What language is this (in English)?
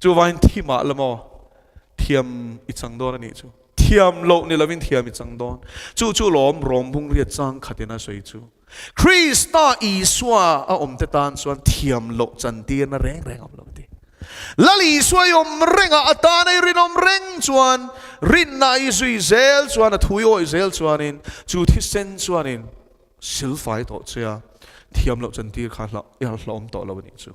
Mizo